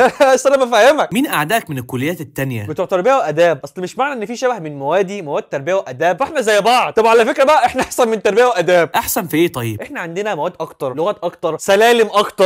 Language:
Egyptian Arabic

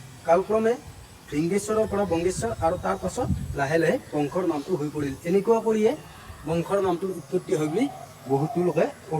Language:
Assamese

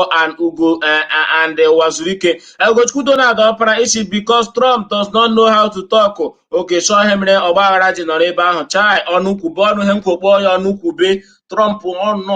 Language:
Igbo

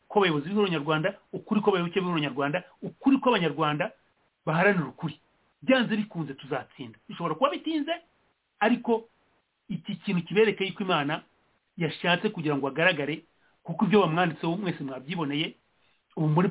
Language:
Kinyarwanda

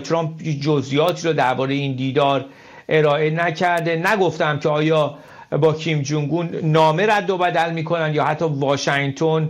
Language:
Persian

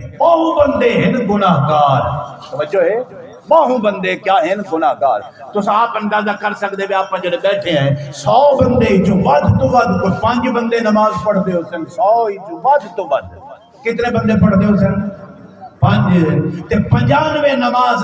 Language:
Saraiki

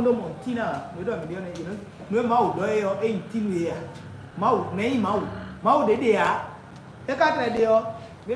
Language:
Fon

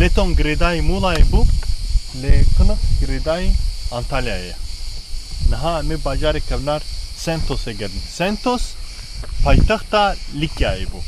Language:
Kurdish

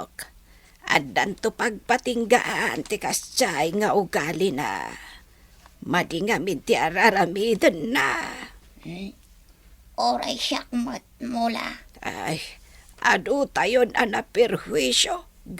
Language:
Iloko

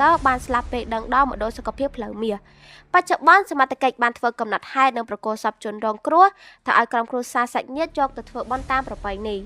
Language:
Khmer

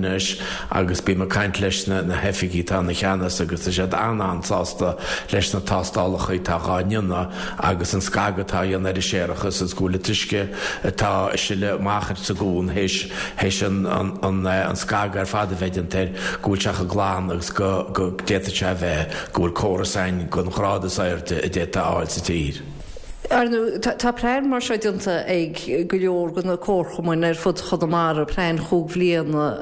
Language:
Irish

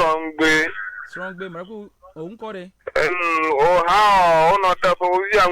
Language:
Ewe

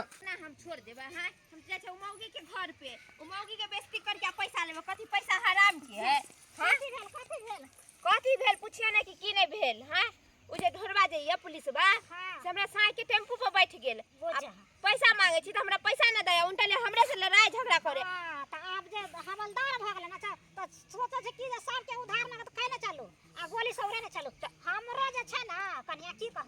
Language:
Maithili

